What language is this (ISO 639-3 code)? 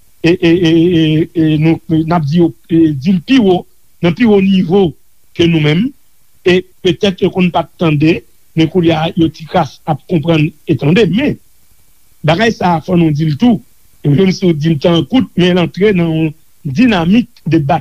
hat